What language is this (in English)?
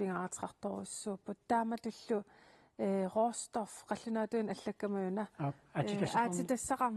Kalaallisut